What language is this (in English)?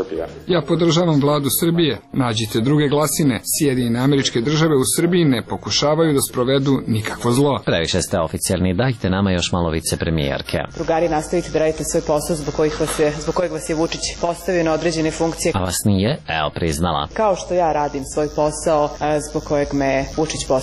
Serbian